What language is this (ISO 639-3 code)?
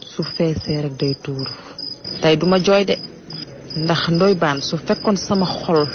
wol